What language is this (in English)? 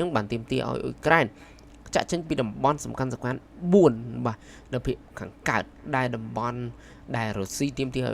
Khmer